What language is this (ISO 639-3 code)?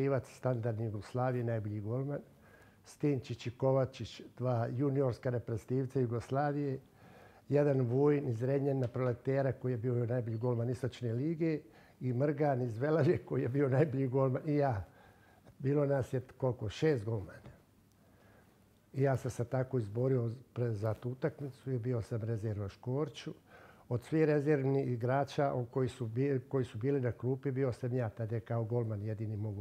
hrv